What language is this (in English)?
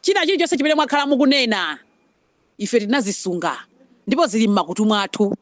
Nyanja